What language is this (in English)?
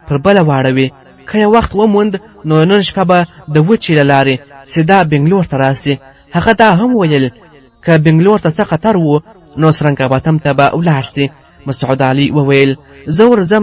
Pashto